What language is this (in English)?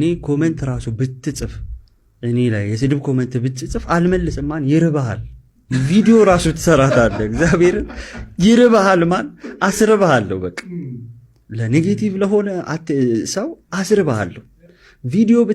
Amharic